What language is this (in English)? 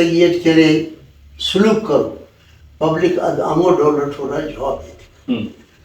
Brahui